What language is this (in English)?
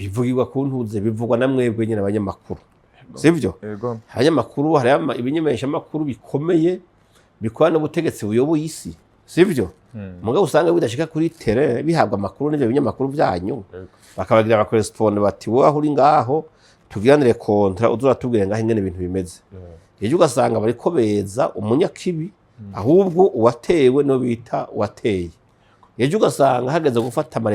Rundi